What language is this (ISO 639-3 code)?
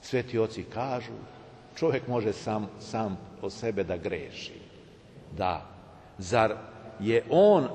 srp